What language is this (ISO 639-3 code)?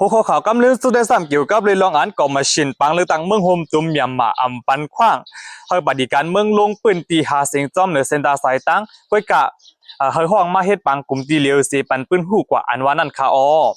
shn